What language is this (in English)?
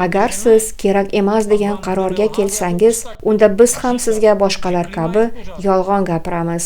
Uzbek